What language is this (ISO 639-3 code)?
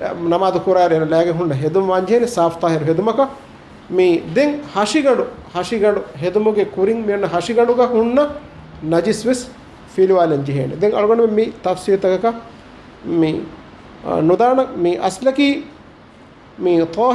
div